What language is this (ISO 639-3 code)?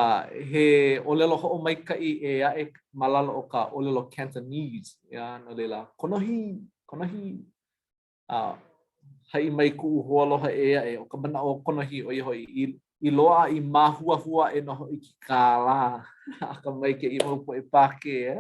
haw